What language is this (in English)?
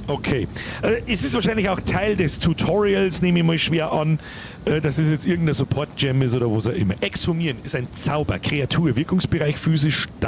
Bavarian